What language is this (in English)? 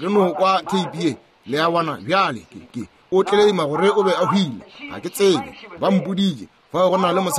Northern Sotho